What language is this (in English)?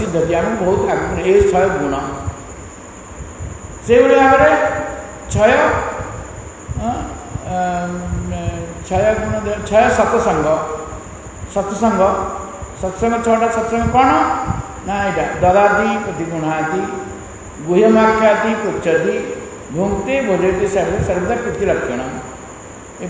Odia